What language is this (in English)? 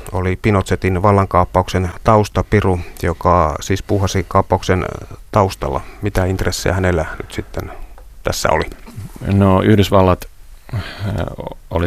Finnish